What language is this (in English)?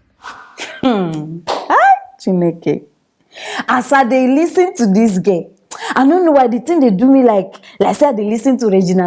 Nigerian Pidgin